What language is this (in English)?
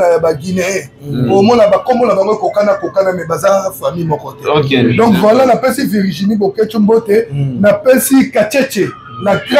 Lingala